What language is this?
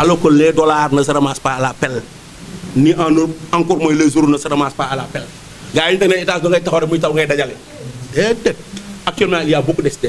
Wolof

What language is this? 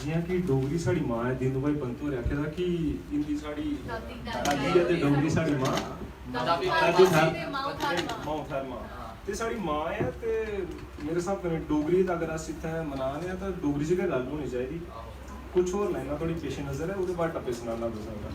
Dogri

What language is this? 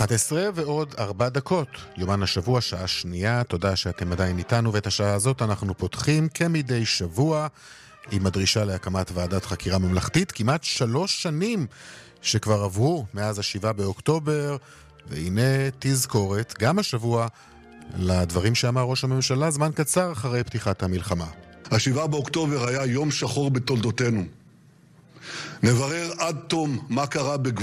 Hebrew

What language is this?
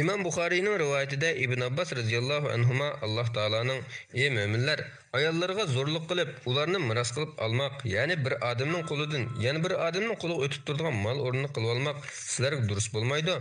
Uyghur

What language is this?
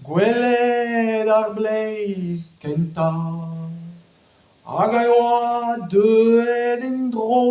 Breton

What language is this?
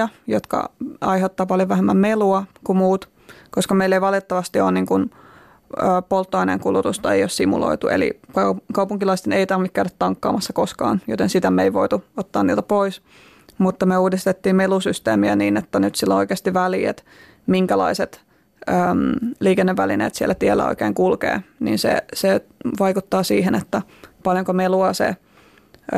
Finnish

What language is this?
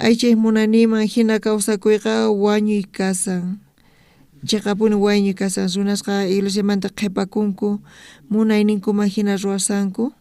South Bolivian Quechua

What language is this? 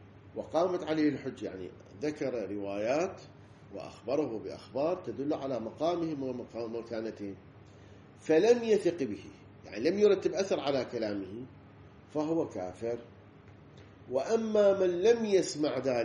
Arabic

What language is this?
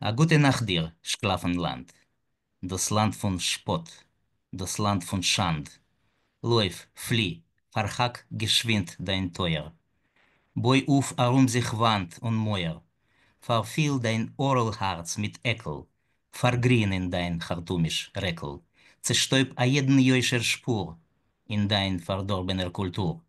Yiddish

